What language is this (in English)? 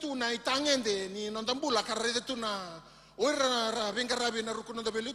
Fijian